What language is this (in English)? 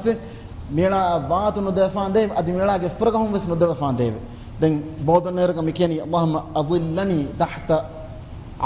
Divehi